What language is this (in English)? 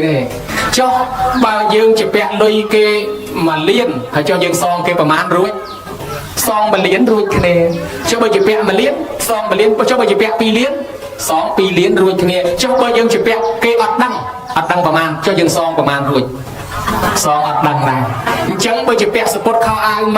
Khmer